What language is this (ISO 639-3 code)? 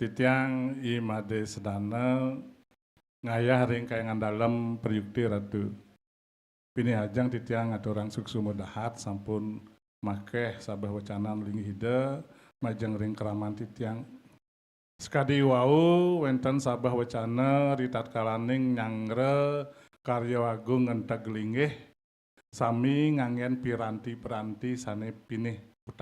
ban